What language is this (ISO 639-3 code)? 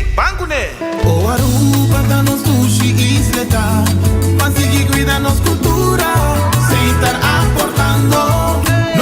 pap